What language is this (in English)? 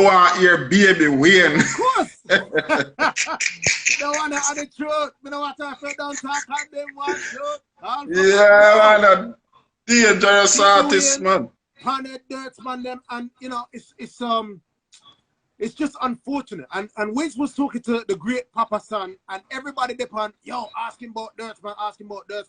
Jamaican Creole English